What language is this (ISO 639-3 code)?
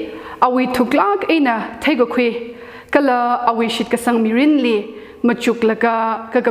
nmf